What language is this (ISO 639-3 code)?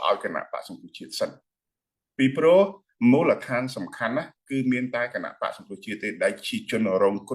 khm